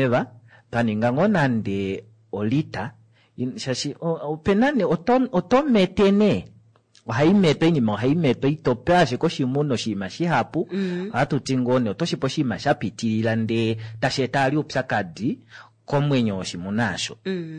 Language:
Kuanyama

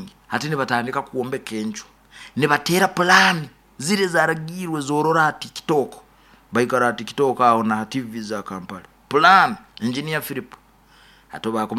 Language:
Nyoro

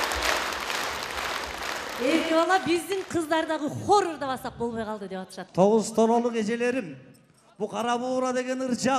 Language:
Kyrgyz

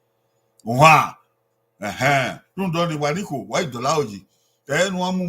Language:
Bini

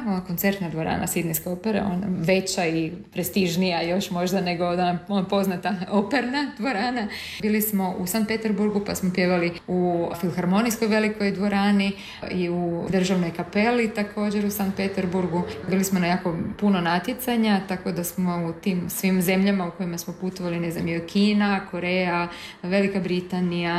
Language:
Croatian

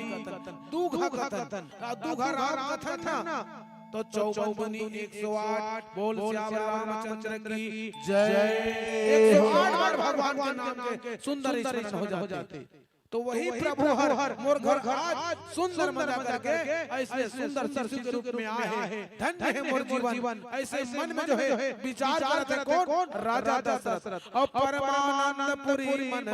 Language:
Chhattisgarhi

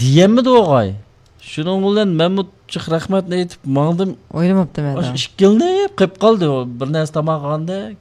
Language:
Uyghur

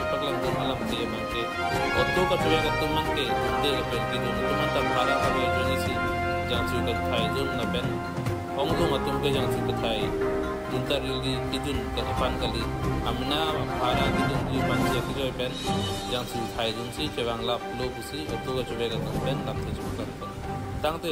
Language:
Karbi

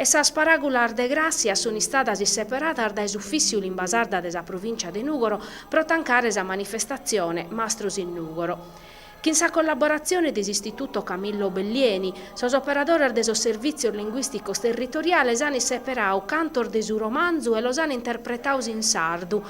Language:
Sardinian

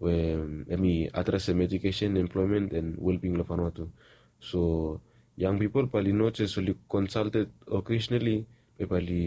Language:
Bislama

